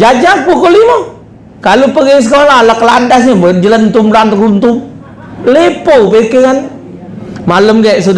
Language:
Musi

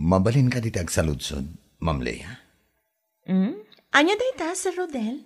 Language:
Iloko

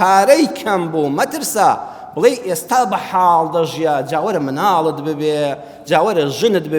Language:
Central Kurdish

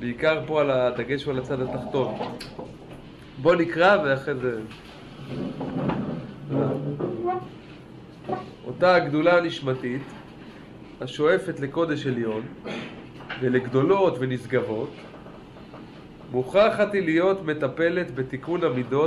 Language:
Hebrew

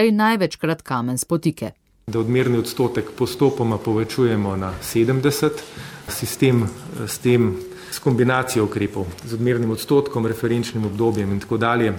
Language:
Slovenian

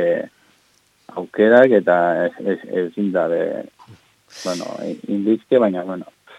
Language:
Basque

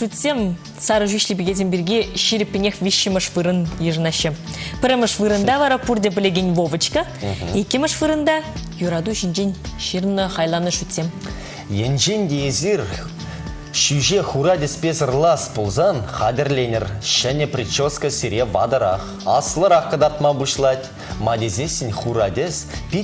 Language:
Chuvash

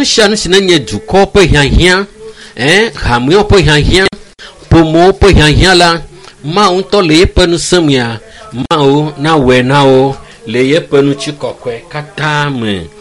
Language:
Ewe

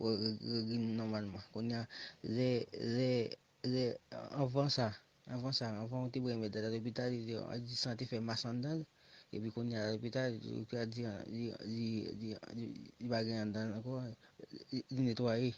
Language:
Haitian Creole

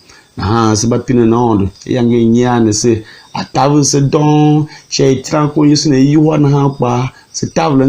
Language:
Tiv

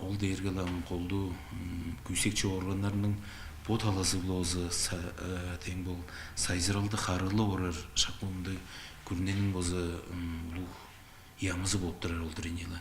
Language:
Tuvinian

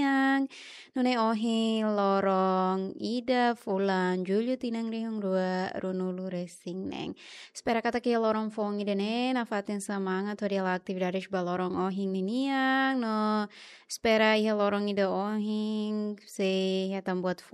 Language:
Tetum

